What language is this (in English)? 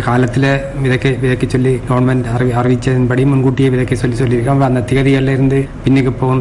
Tamil